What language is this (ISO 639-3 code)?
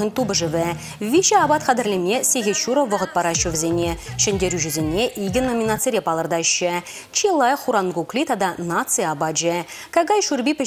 chv